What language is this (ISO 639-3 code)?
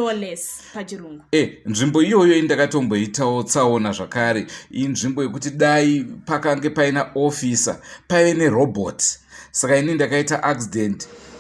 sna